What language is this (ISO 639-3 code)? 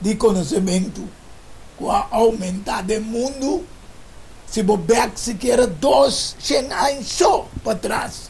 pap